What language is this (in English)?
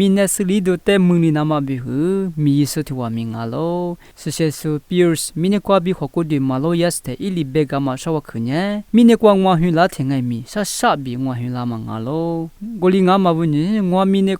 Lisu